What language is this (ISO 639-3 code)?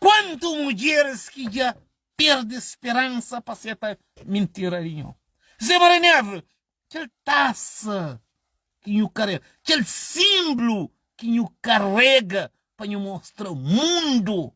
kea